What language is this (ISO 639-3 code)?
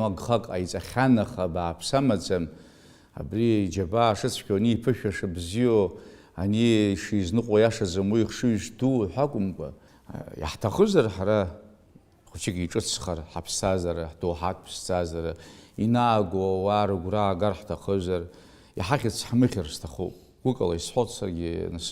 abk